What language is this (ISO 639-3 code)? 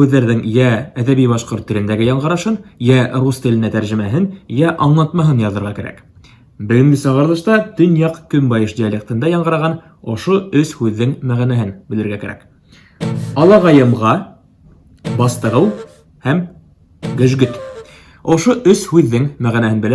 bak